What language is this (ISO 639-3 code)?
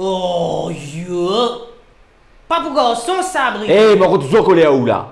mfe